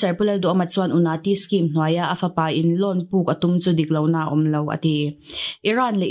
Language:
Mizo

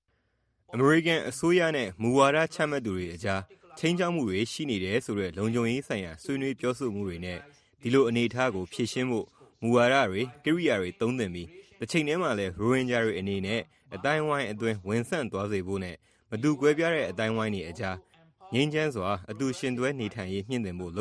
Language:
Burmese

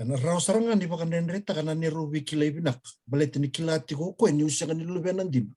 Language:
Fijian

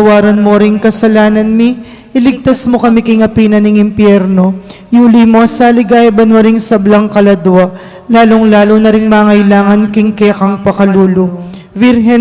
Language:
Pampanga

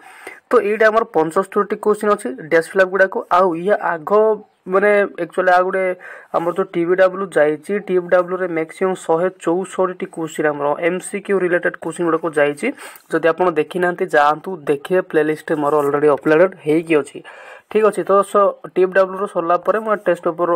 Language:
Odia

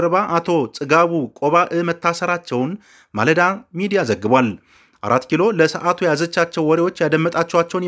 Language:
Amharic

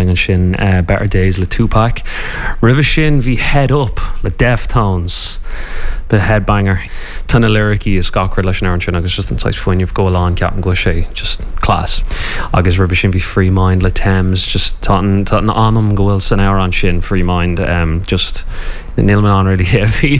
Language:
Irish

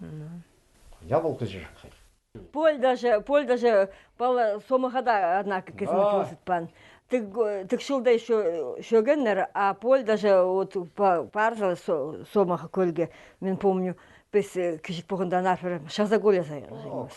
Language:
Khakas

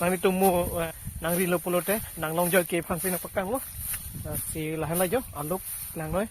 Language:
Karbi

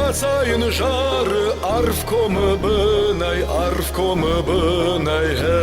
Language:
Ossetic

